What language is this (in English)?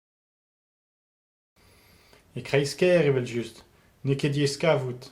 Breton